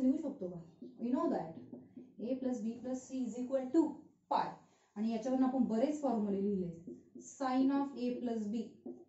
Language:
Marathi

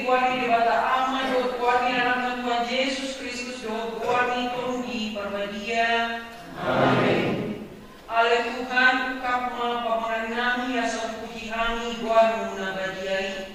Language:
Batak Toba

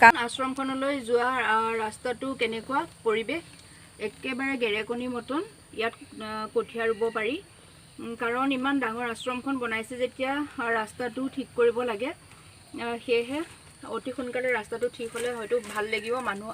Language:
Assamese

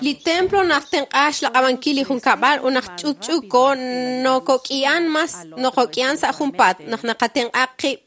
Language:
Kekchí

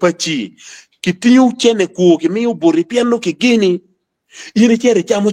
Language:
Acoli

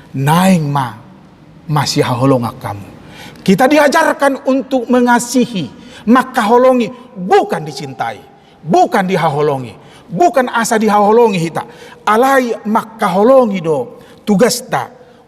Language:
Batak Toba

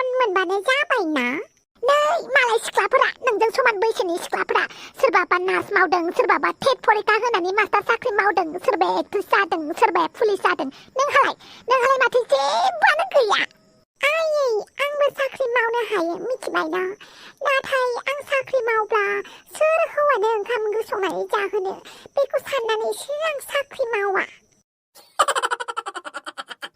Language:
Bodo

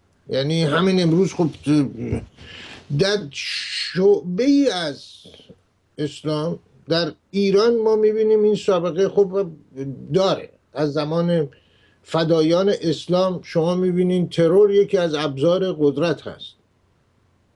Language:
Persian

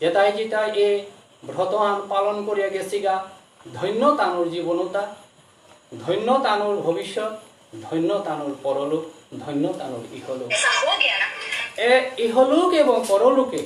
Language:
Bishnupriya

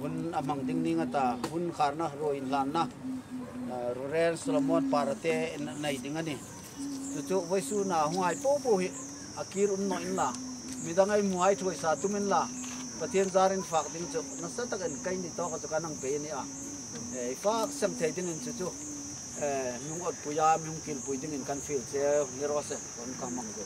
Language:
Hmar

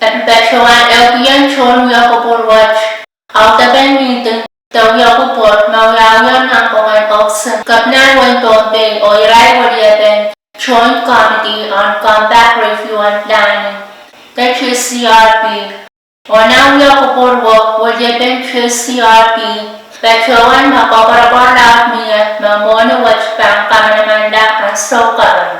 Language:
Pohnpeian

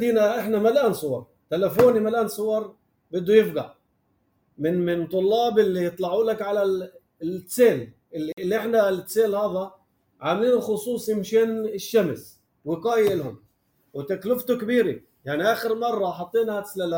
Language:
North Levantine Arabic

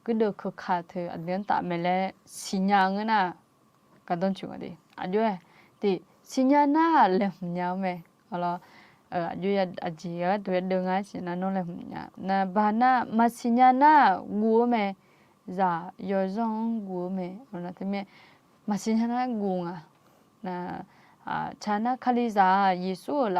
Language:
Akha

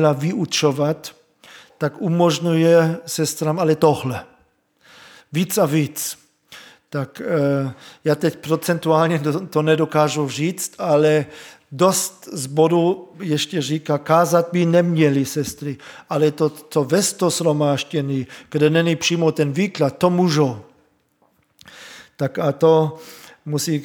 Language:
Czech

